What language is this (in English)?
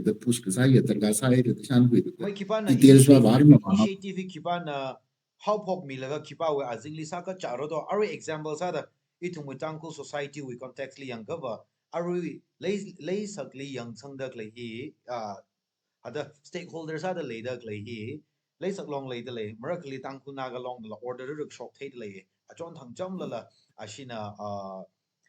Tangkhul Naga (India)